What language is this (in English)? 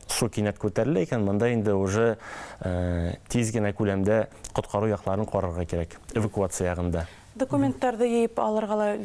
Bashkir